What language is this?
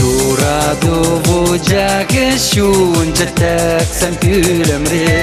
Chuvash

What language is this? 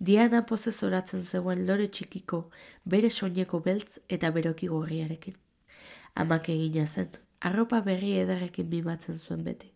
Basque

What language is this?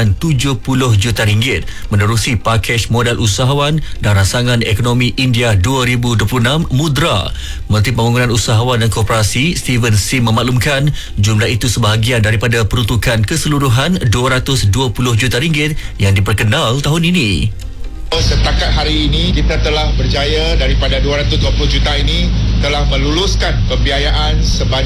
Malay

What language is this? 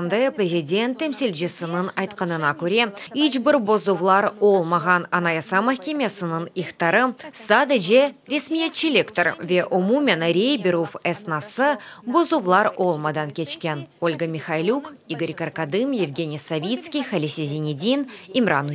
Crimean Tatar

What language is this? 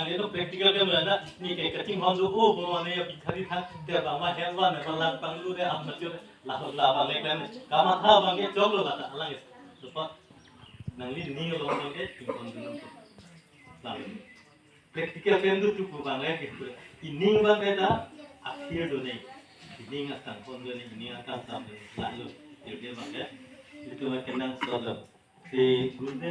Karbi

